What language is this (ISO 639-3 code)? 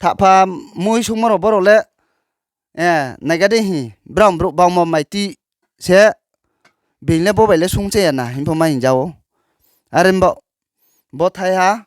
ria